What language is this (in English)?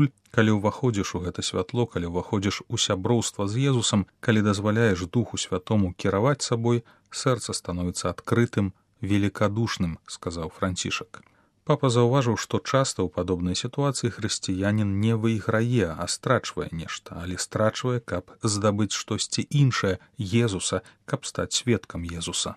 Belarusian